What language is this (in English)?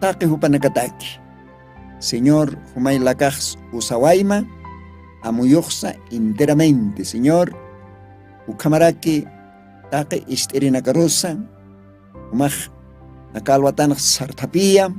Aymara